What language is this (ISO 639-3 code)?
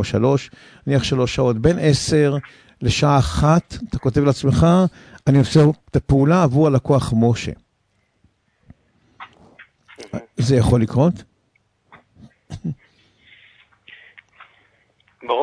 heb